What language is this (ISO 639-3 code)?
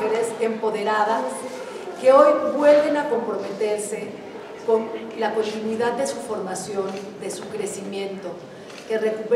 spa